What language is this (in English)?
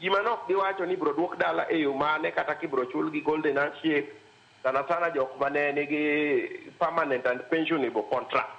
Luo (Kenya and Tanzania)